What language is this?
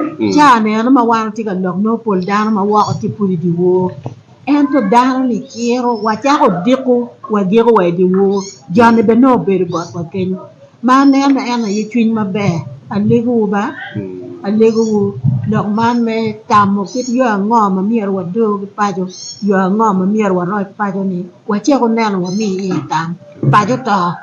Acoli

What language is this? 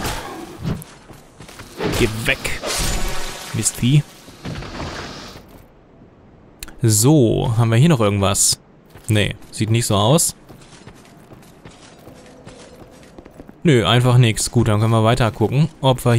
German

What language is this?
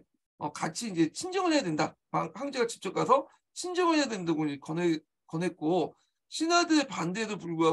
Korean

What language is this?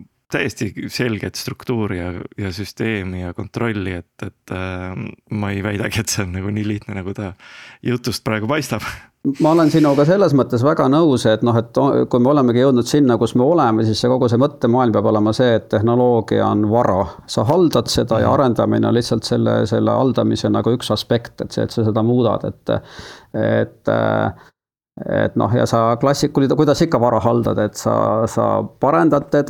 Estonian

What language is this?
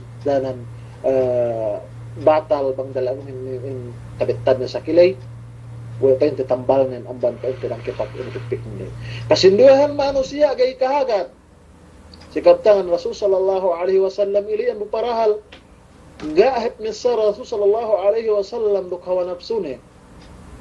Yakan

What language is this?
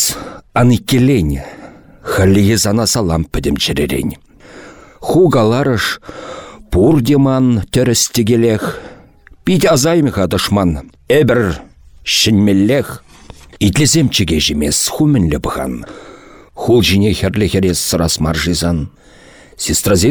Chuvash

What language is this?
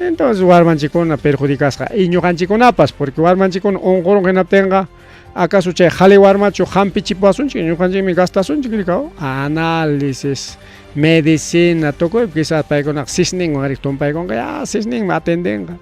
Ayacucho Quechua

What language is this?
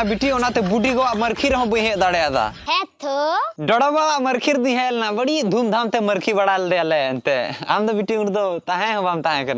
Santali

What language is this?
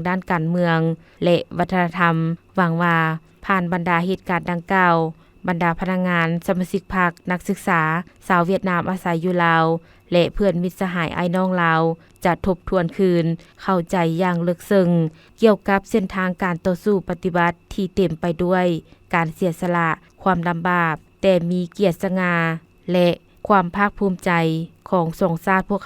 Lao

